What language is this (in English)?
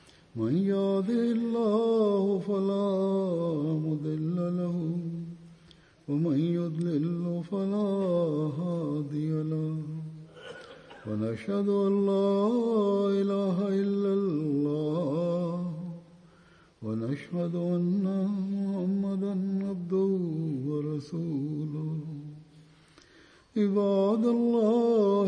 Bosnian